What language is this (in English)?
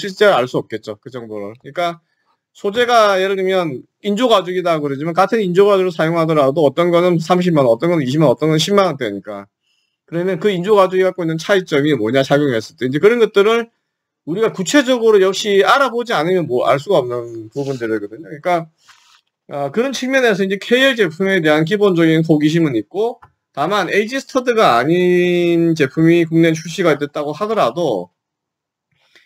Korean